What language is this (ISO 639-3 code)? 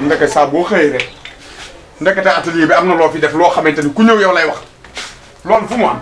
wol